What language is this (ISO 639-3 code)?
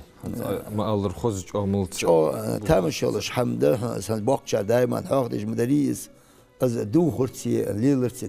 inh